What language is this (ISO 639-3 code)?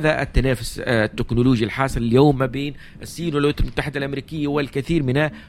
aeb